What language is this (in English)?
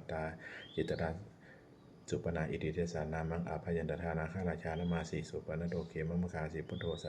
Pali